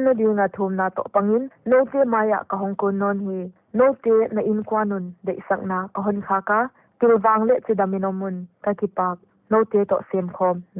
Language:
Paite Chin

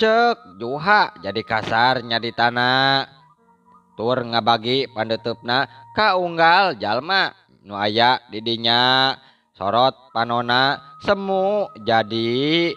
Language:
Sundanese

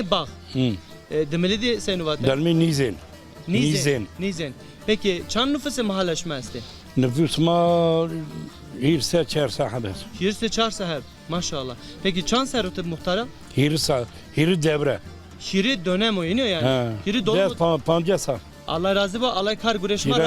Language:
Zaza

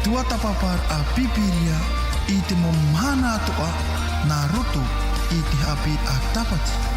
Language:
Tahitian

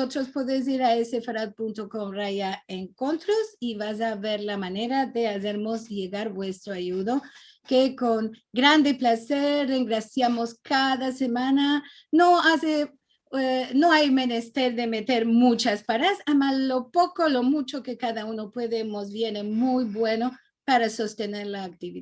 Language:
Ladino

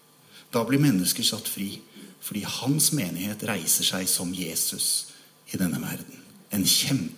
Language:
Norwegian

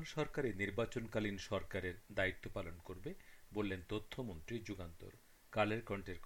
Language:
Bangla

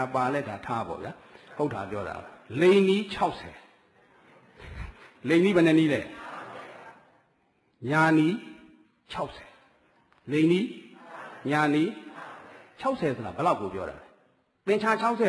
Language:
Burmese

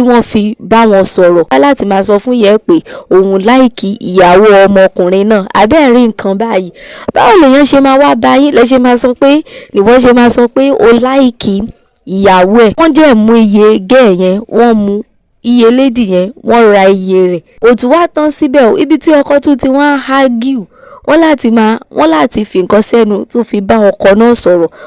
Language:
Yoruba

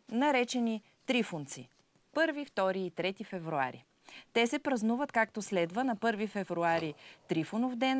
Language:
Bulgarian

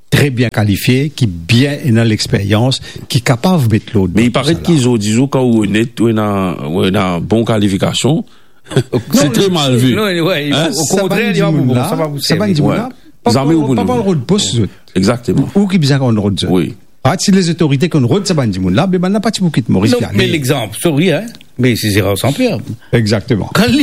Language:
Morisyen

